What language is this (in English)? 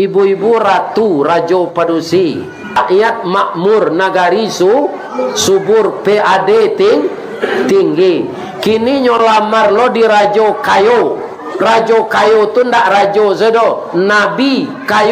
Minangkabau